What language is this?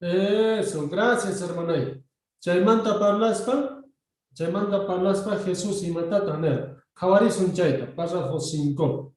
South Bolivian Quechua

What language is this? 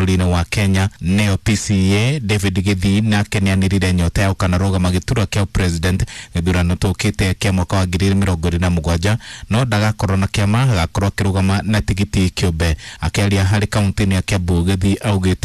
Kikuyu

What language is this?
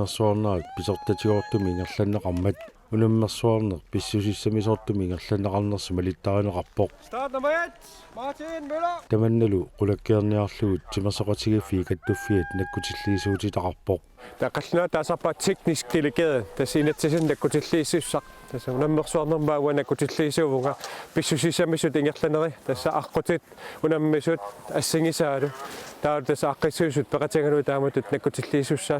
Kalaallisut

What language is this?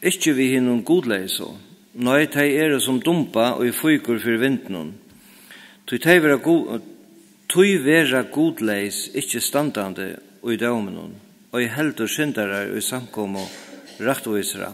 Faroese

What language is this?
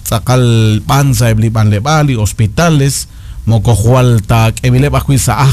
Kekchí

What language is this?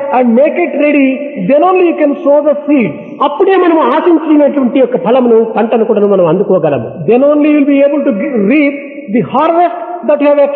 Telugu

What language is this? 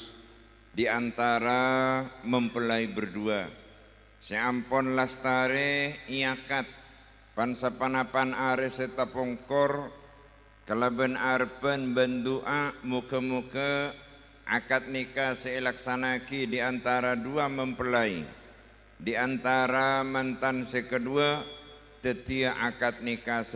Madurese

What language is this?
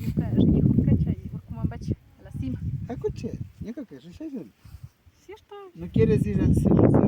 Imbabura Highland Quichua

